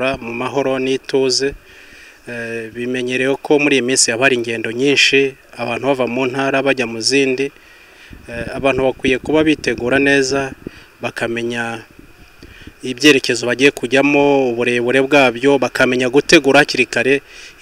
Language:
Kinyarwanda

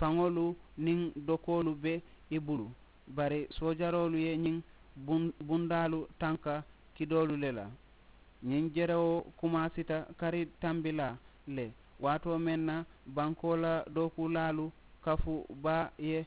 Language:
Mandingo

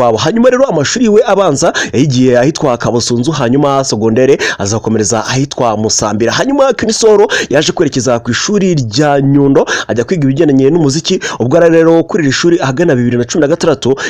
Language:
Kinyarwanda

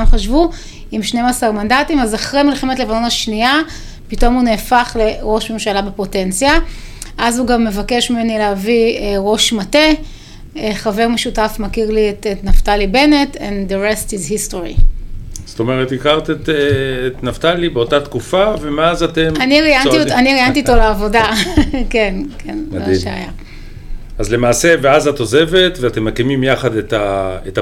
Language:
Hebrew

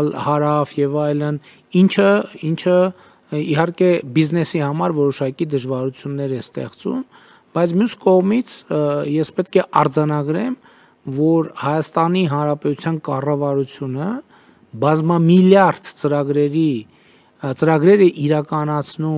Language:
Armenian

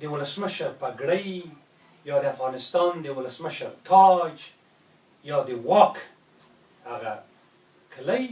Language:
Pashto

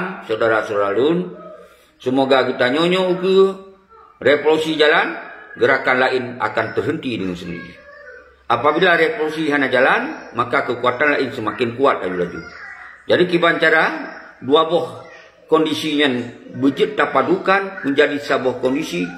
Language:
Achinese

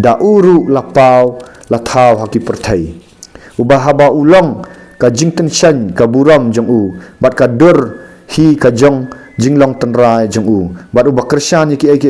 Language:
Khasi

